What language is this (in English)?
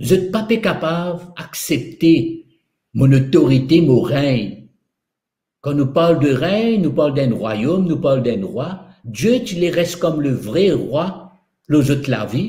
Morisyen